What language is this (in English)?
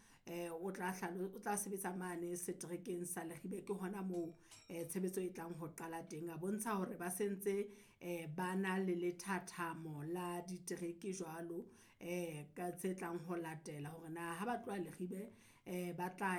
Southern Sotho